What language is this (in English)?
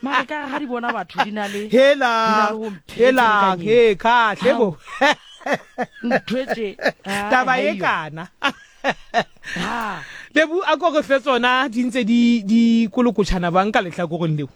Southern Sotho